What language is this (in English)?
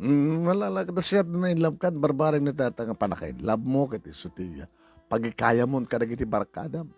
Iloko